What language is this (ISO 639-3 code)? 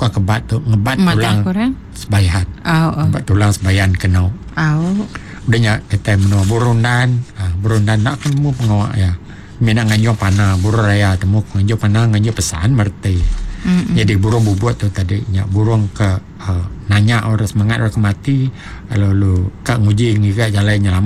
iba